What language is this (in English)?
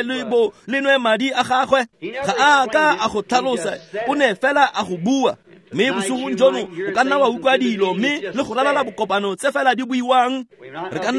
Tswana